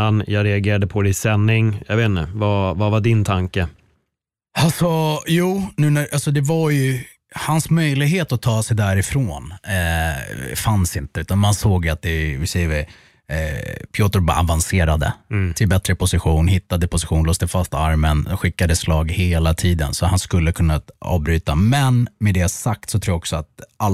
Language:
Swedish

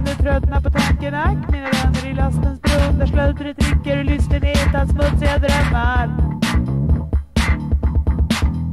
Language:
Swedish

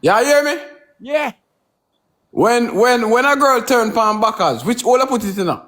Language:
Jamaican Creole English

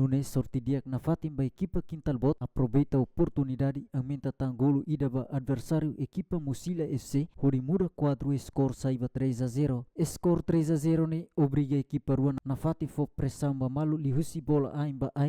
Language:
Tetum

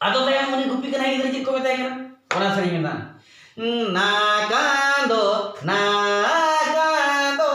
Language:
Santali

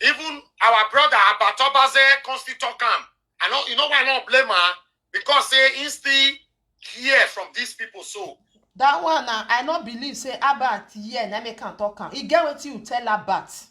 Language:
Nigerian Pidgin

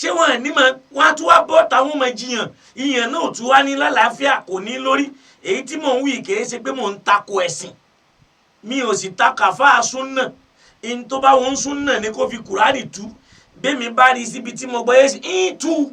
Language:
Yoruba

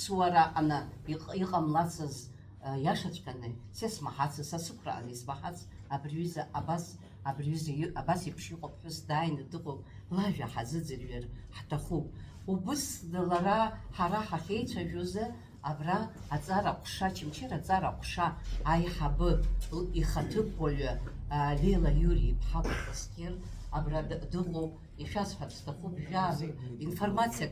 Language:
Abkhazian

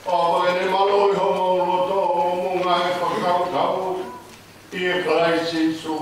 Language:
Tongan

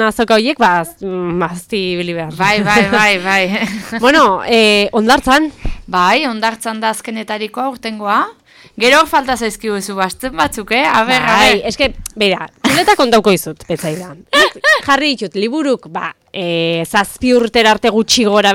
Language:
Basque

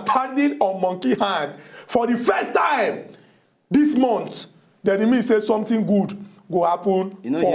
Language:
Nigerian Pidgin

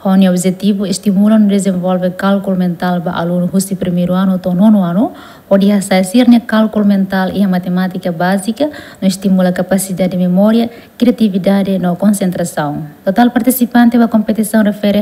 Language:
Tetum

